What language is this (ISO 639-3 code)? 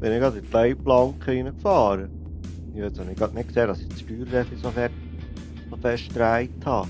gsw